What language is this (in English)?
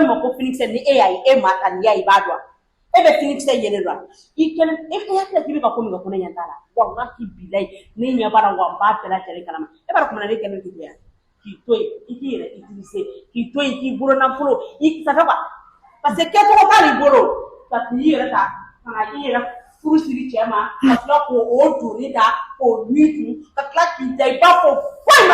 Bambara